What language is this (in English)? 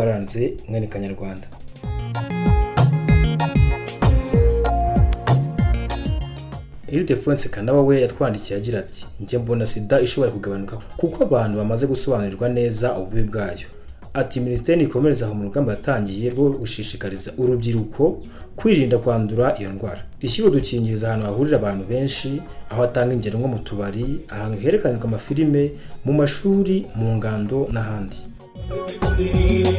Kinyarwanda